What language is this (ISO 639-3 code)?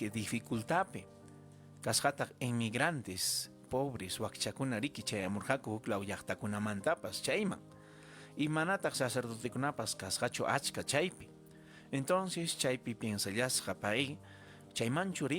quy